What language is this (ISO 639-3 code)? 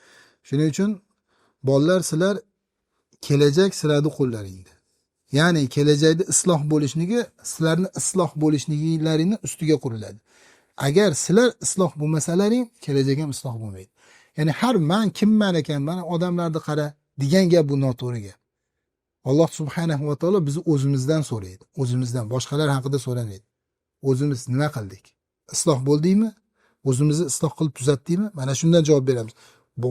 uzb